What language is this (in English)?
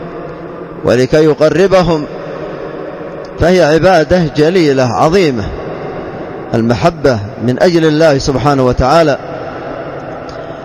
Arabic